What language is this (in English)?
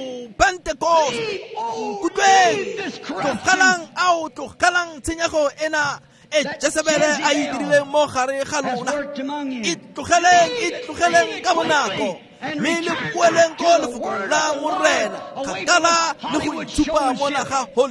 Tswana